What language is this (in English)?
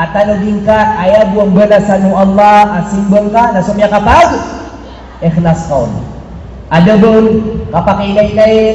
Maranao